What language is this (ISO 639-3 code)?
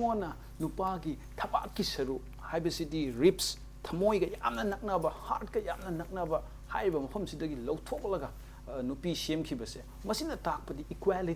mni